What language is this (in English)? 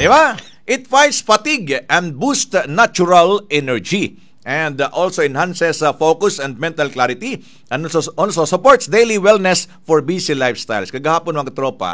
Cebuano